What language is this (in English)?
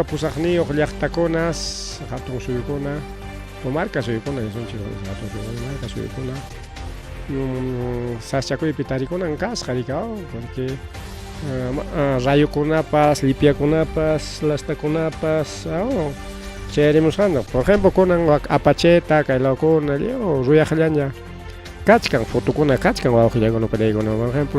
Ayacucho Quechua